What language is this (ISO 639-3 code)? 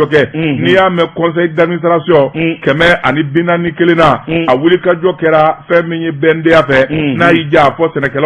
bam